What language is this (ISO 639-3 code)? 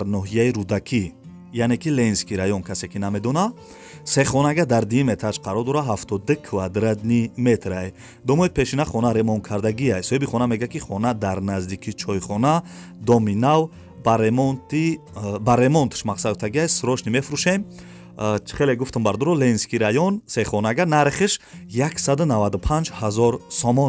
tgk